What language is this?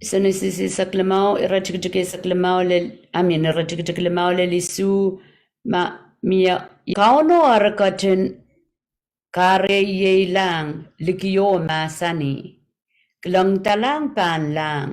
Pohnpeian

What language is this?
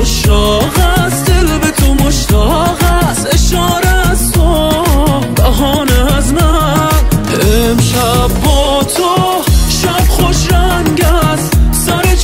Persian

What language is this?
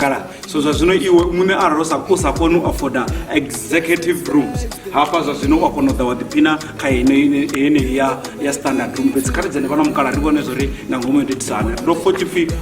Venda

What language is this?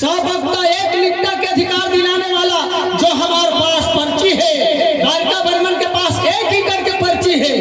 Chhattisgarhi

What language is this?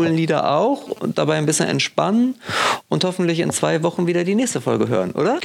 German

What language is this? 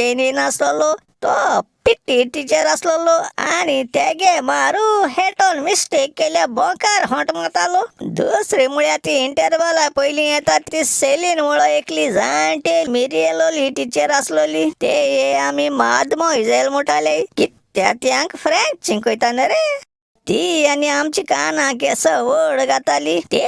Konkani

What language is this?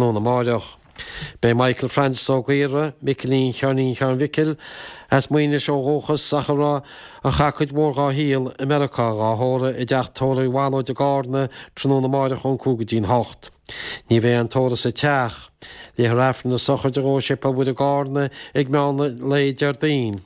Irish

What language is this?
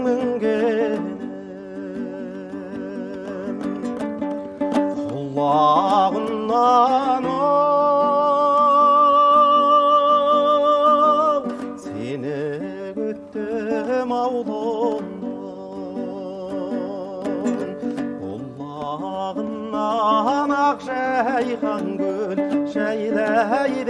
Kazakh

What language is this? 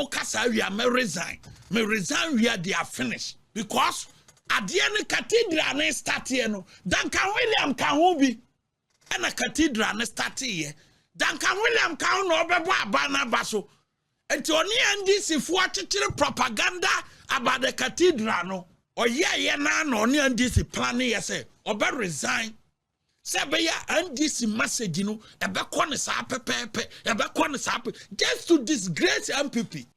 Akan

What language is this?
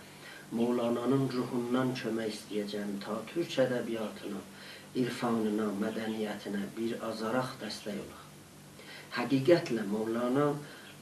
South Azerbaijani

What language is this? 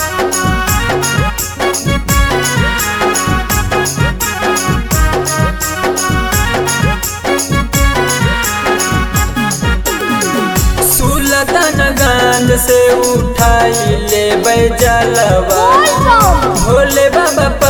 Bhojpuri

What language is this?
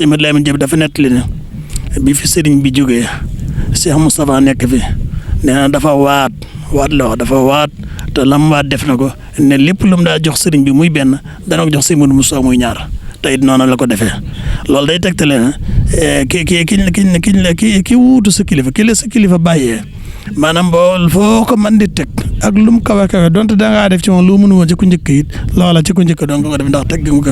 Wolof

